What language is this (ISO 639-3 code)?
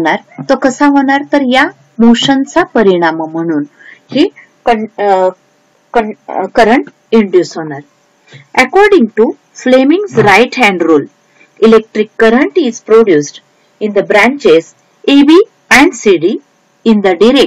mar